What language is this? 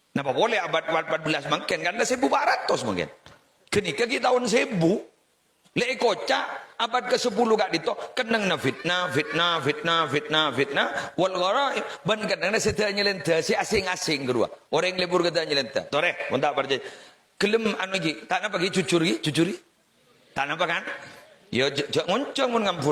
Madurese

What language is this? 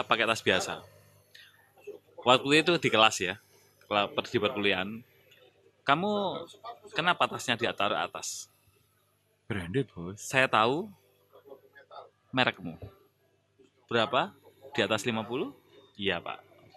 Indonesian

